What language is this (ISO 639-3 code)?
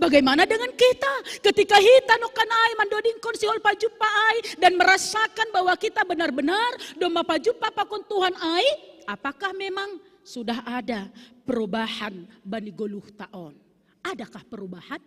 bts